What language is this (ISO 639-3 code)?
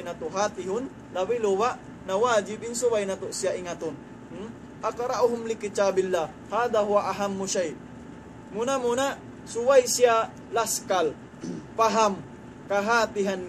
tsg